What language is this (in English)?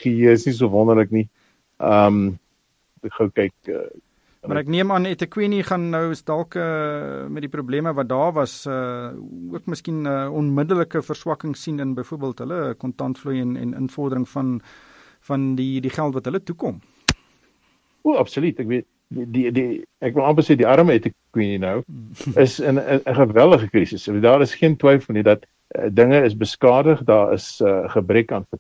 Afrikaans